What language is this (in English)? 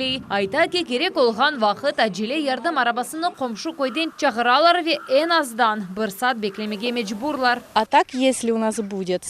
Crimean Tatar